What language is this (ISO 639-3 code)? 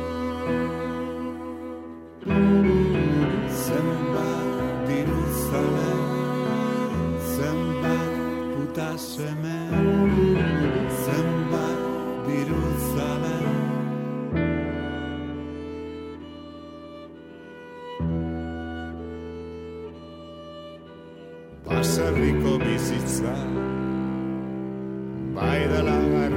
eus